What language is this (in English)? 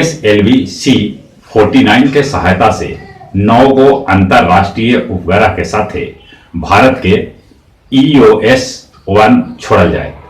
Magahi